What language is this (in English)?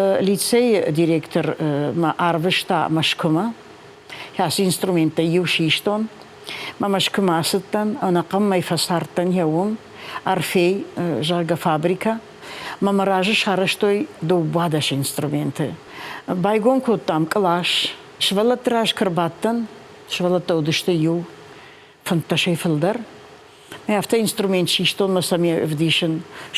Ossetic